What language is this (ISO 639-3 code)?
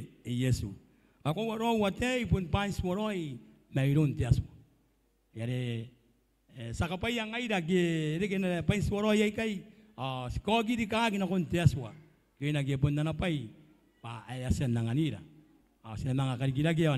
gil